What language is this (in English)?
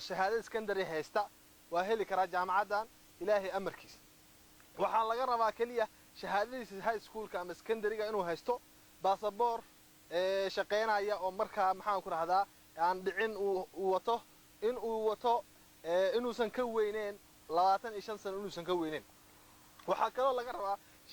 Somali